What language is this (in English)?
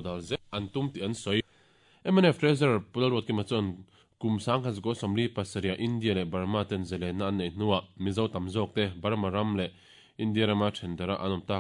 Mizo